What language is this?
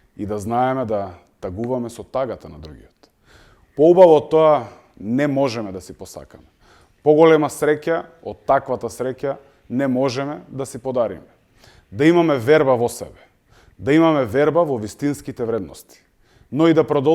Macedonian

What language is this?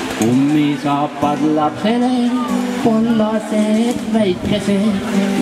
Estonian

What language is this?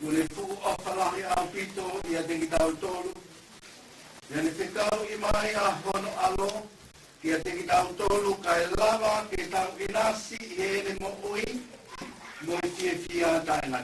Tongan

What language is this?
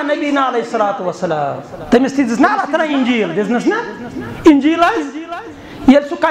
Kashmiri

